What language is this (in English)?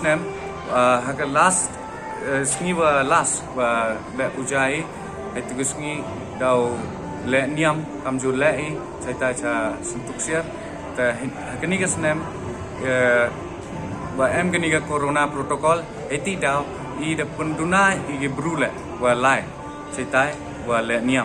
Pnar